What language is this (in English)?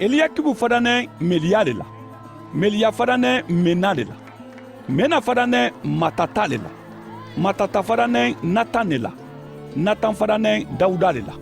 Mandingo